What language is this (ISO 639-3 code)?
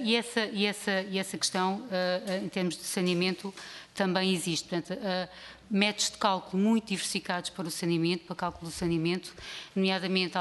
por